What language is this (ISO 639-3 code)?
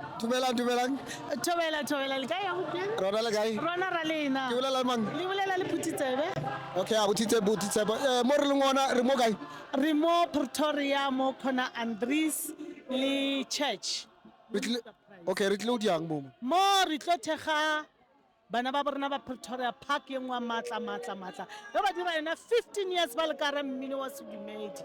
nso